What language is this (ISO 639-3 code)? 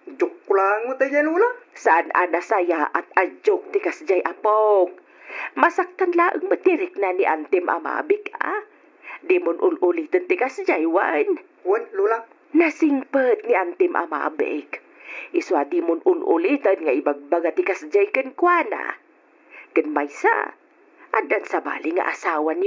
ilo